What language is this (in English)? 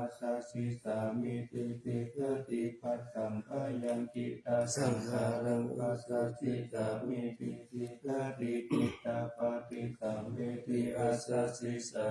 Pali